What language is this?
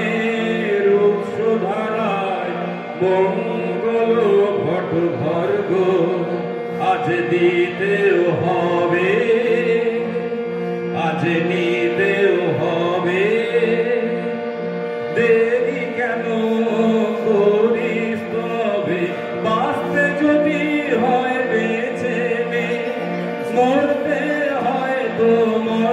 Bangla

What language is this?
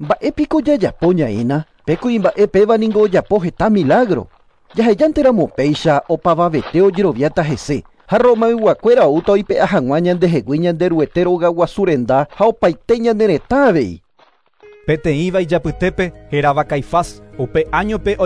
Guarani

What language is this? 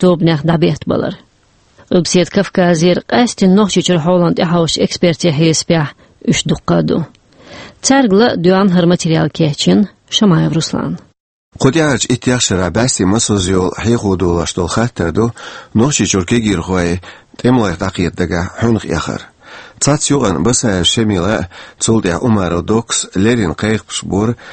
Chechen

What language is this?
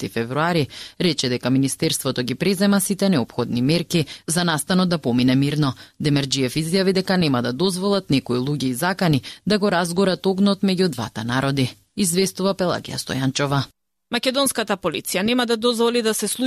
Macedonian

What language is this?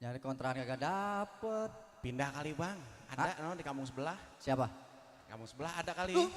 Betawi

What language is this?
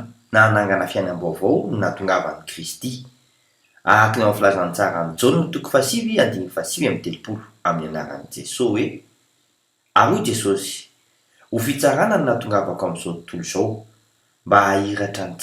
Malagasy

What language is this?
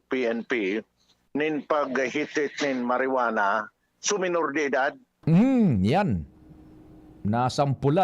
Bikol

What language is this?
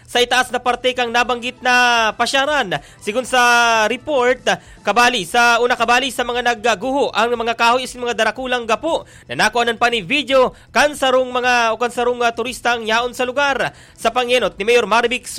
Bikol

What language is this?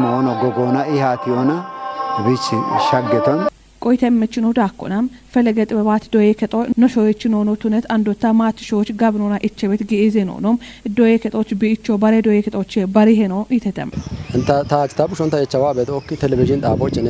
Kafa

